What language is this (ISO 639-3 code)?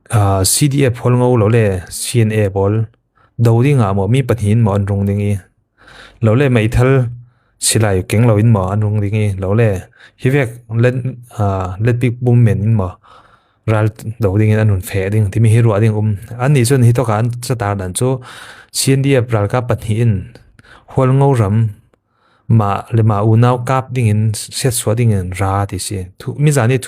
cfm